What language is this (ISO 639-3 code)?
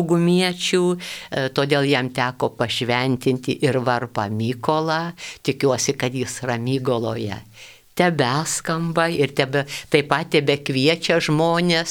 lit